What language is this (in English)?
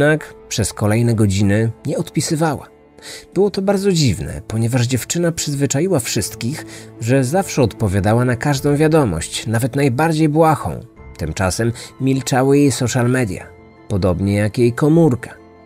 Polish